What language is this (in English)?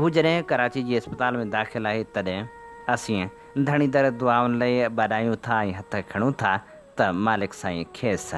Sindhi